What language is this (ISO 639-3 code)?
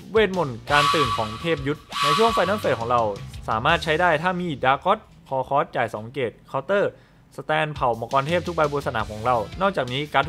tha